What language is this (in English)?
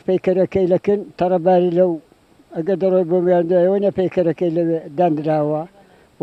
Central Kurdish